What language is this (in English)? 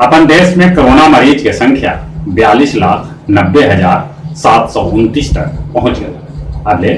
Magahi